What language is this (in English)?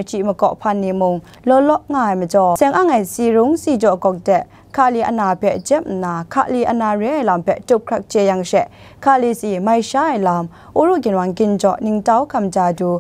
Kachin